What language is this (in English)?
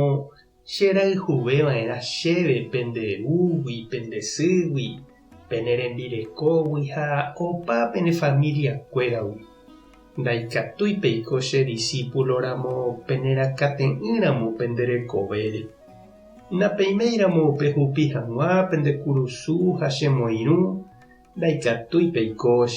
Guarani